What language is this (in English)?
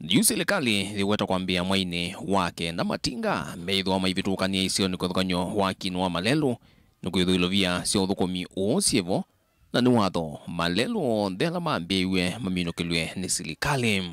Kamba